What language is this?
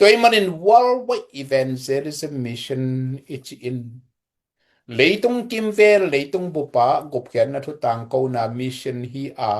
Tedim Chin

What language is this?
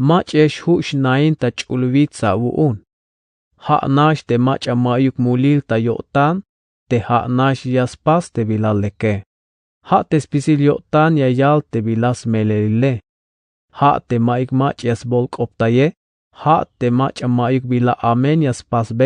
Tzeltal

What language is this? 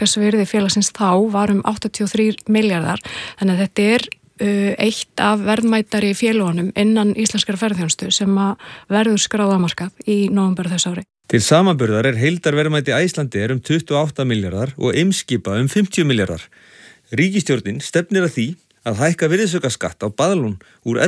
Icelandic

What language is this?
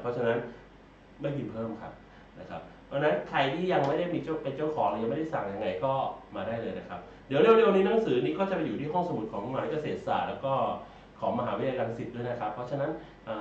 Thai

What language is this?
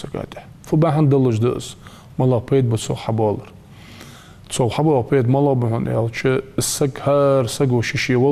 Ingush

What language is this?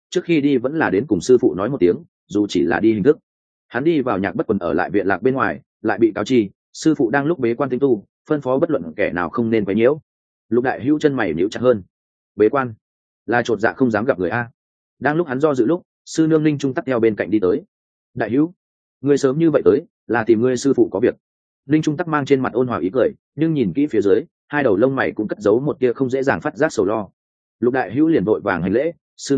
Vietnamese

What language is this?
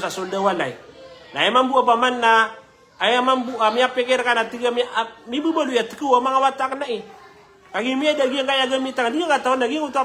Maranao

